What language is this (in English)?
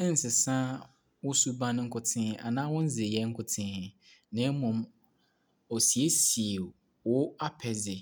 Akan